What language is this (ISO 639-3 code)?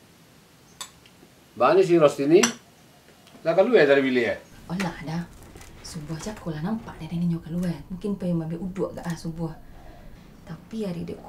min